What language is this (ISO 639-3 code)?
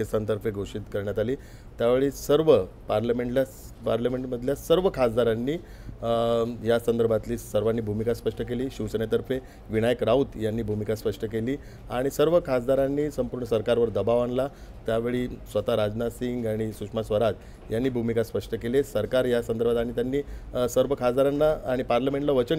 mar